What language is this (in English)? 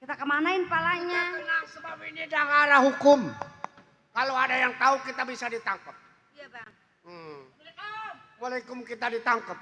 Betawi